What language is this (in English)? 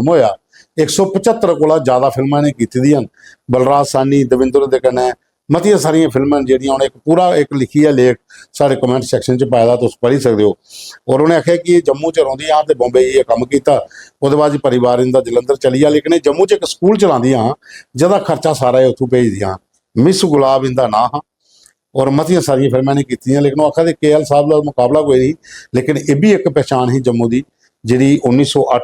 Dogri